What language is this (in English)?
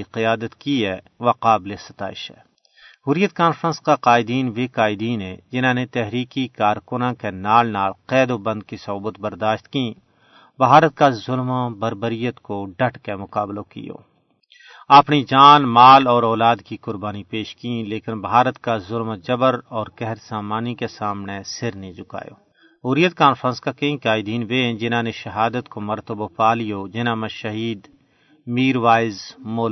Gujari